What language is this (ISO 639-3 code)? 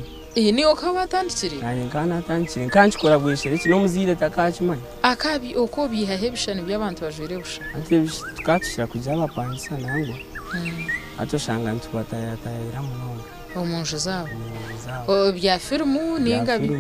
nyn